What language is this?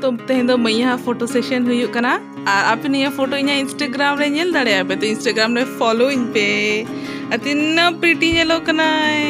Santali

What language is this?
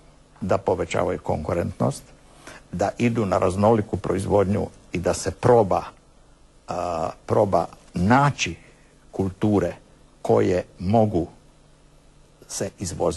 Croatian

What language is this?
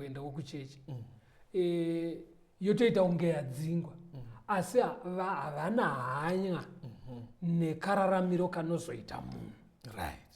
Shona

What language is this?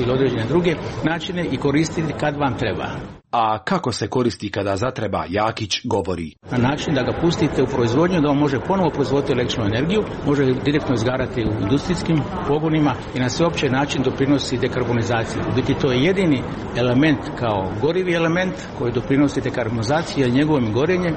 Croatian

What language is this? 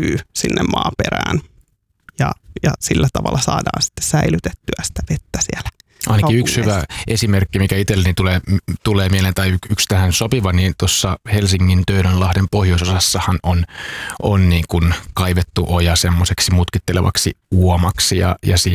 Finnish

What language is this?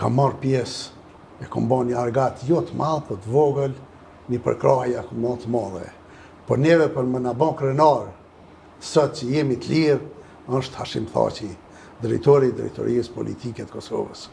Albanian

